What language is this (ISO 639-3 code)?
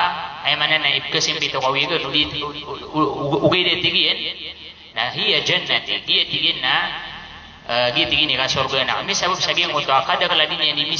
mrw